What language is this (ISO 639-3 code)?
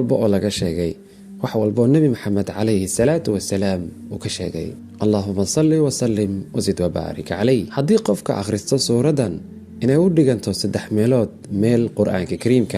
som